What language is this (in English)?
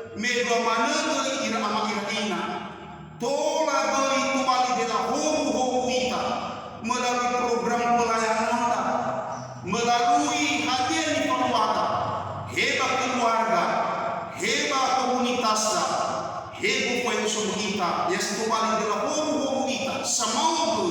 Nias